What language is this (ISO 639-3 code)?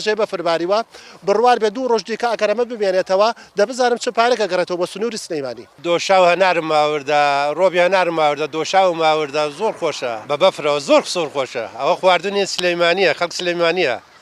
ckb